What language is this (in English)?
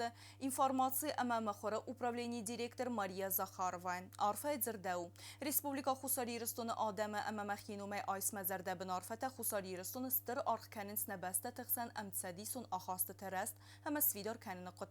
Ossetic